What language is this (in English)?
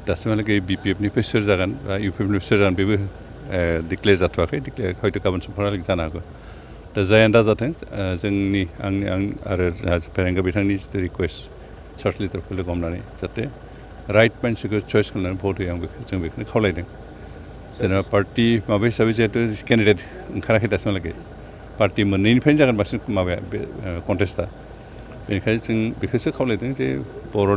Bodo